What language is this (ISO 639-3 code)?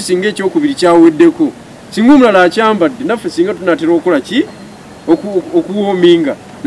lug